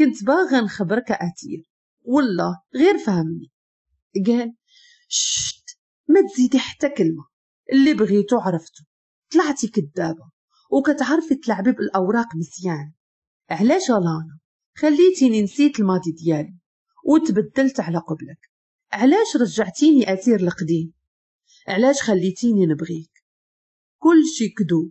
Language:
Moroccan Arabic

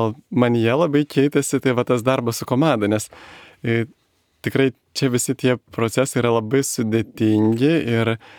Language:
Lithuanian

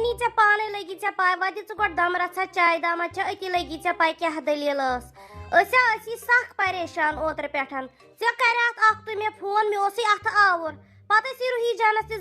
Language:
Kashmiri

